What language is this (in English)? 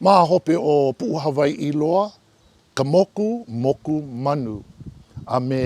Hawaiian